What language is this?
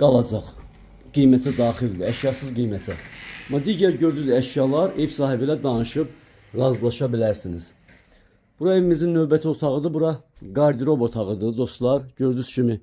Azerbaijani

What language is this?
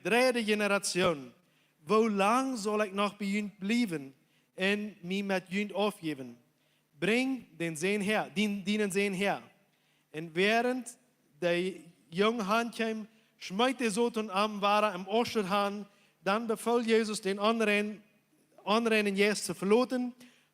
Plautdietsch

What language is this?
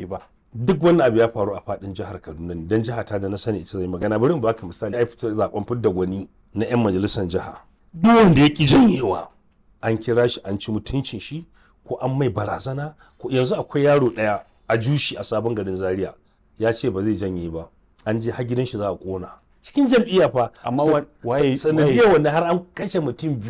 Hausa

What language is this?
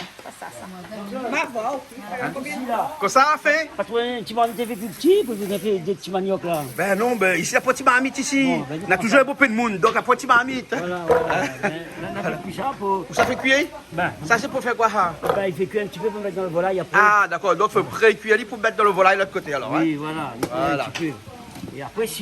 Réunion Creole French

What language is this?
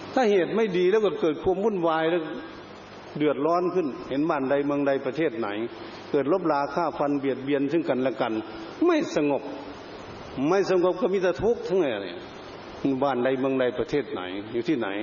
Thai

